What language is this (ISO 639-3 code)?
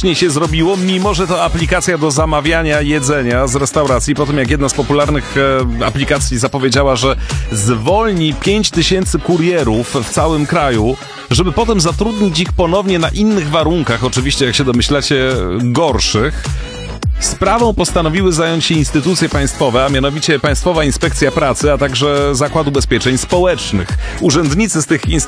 pol